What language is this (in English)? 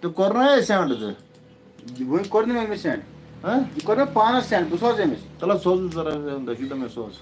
Kashmiri